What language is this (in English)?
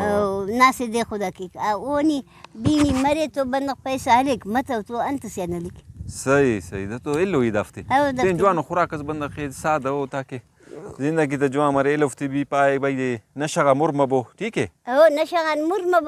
Brahui